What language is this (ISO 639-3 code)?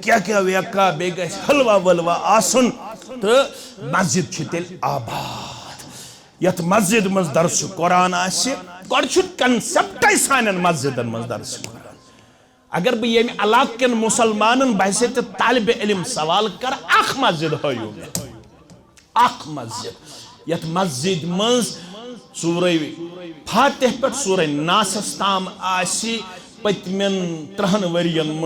kas